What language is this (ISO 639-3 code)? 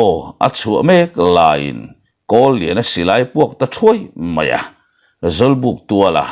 lus